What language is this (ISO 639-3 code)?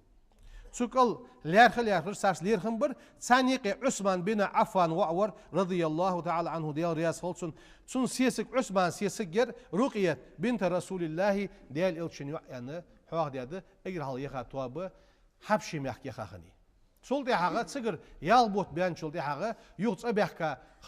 inh